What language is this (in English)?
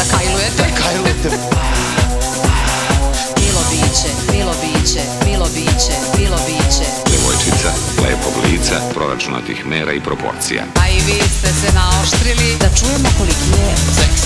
Serbian